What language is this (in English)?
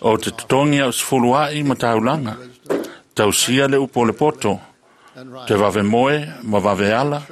Samoan